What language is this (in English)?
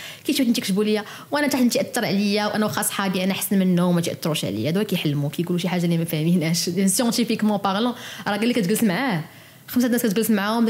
Moroccan Arabic